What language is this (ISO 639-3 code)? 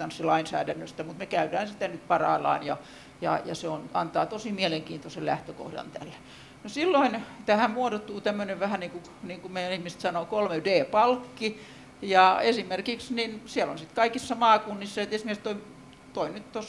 fin